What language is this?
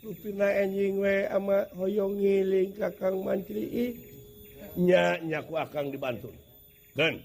Sundanese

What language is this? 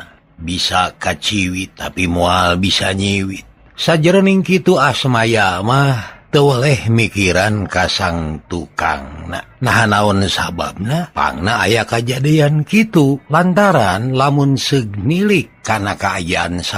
Sundanese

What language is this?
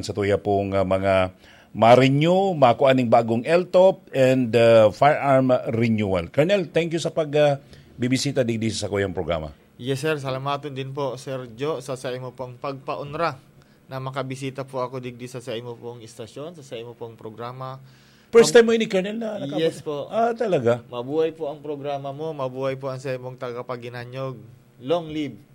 Bikol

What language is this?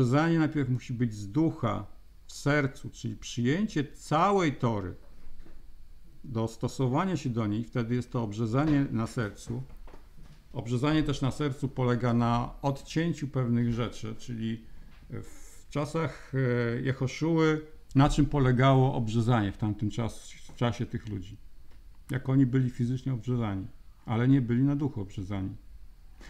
Polish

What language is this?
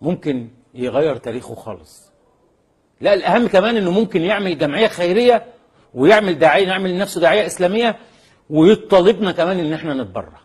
Egyptian Arabic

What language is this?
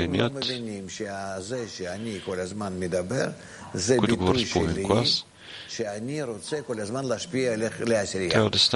Bulgarian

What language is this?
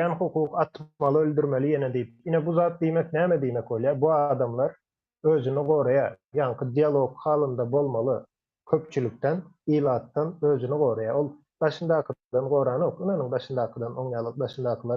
Turkmen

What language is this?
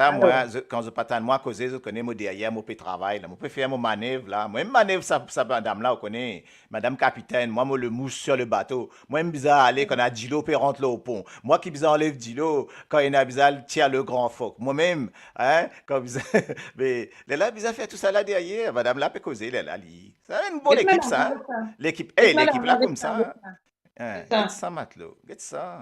Morisyen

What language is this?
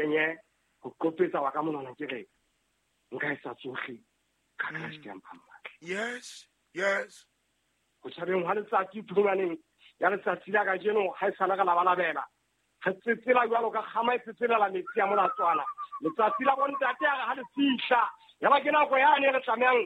Southern Sotho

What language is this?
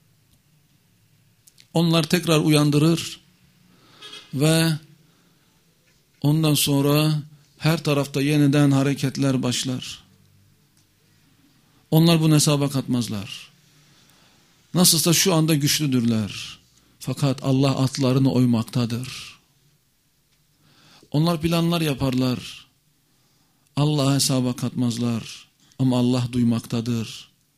Turkish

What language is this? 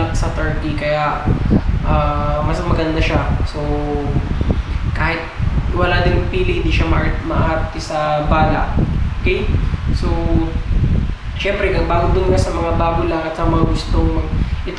Filipino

